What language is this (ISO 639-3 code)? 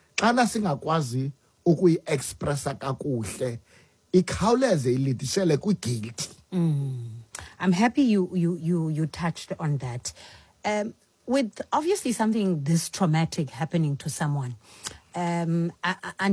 xho